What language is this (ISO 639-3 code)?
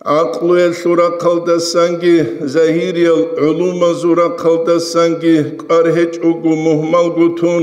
ava